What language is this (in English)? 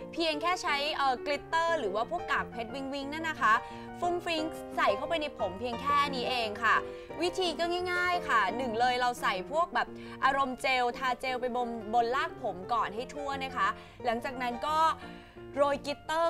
Thai